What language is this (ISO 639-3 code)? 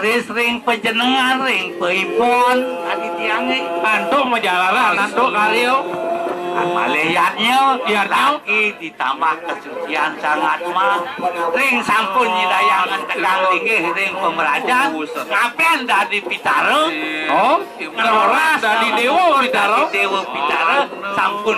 ban